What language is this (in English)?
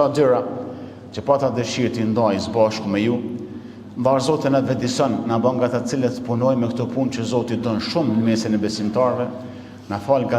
Albanian